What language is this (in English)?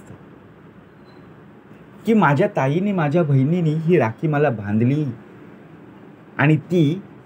Marathi